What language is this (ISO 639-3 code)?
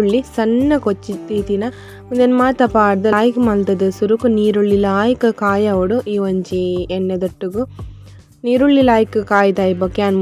tcy